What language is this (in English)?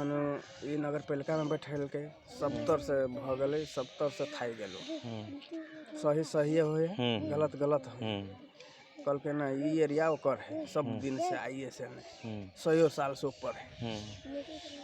Magahi